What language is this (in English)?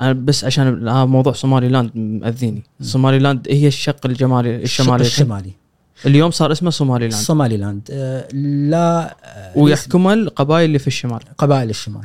Gulf Arabic